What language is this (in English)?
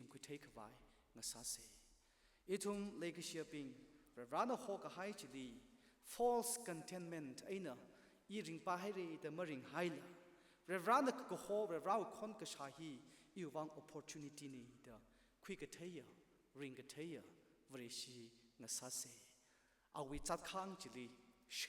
Tangkhul Naga (India)